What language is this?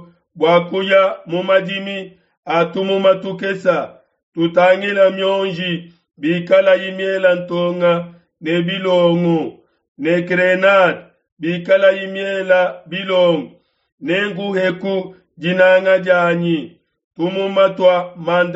Luba-Lulua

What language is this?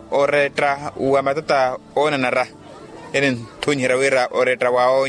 Makhuwa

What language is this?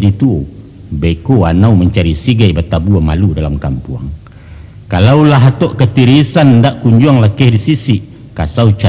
Minangkabau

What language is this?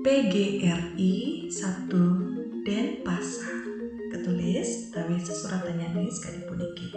Balinese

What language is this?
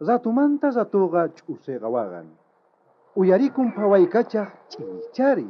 South Bolivian Quechua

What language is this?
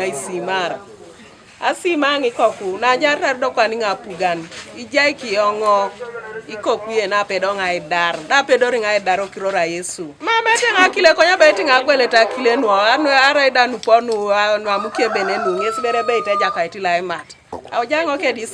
Teso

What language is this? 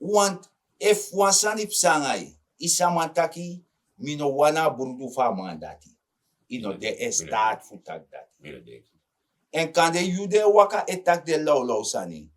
Sranan Tongo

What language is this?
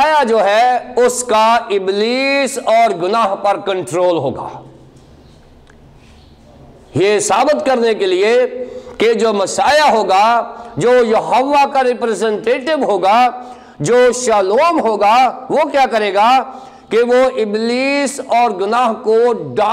Urdu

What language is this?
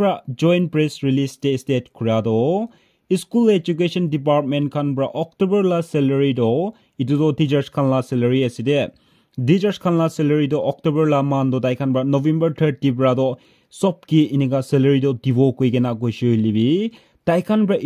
Naga Pidgin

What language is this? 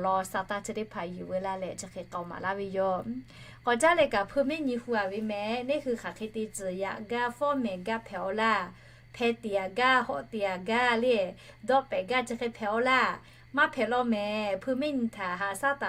Lahu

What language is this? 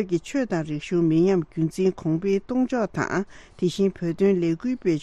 Tibetan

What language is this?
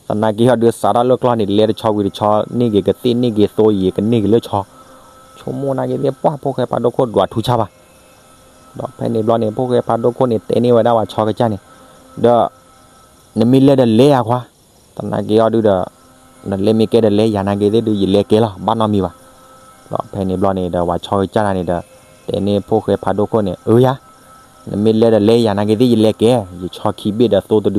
S'gaw Karen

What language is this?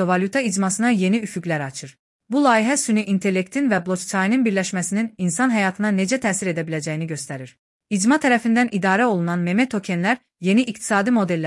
Azerbaijani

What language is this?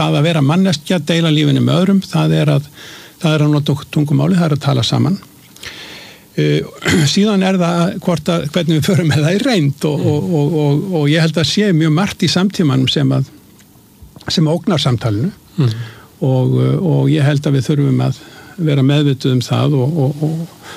Icelandic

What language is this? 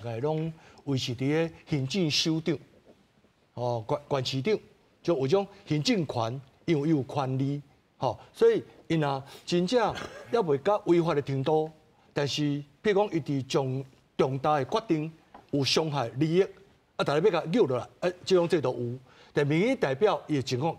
Min Nan Chinese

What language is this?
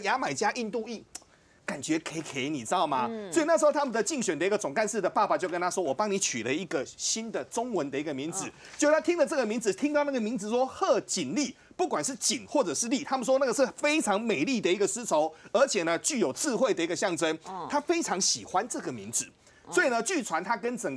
Chinese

